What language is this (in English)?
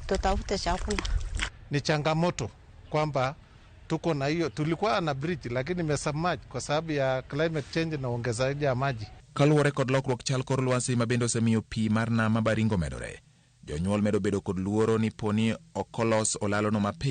Luo (Kenya and Tanzania)